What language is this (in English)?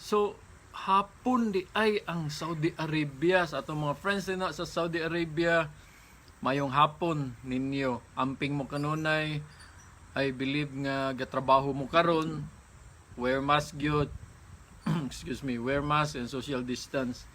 Cebuano